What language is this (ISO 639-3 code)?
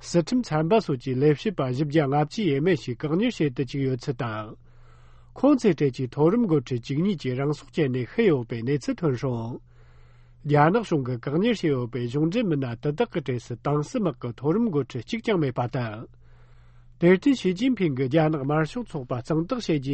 bod